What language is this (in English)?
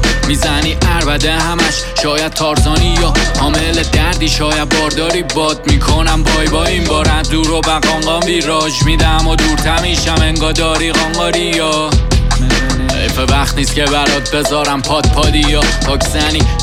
Persian